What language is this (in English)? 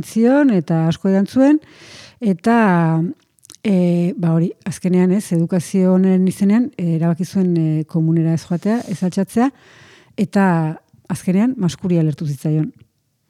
Basque